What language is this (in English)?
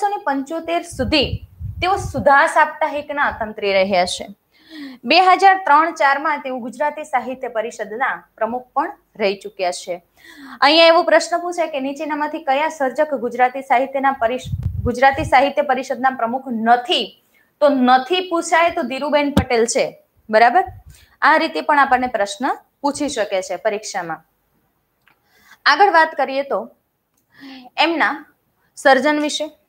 Gujarati